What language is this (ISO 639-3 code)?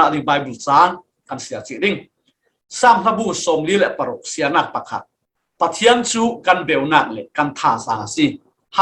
cfm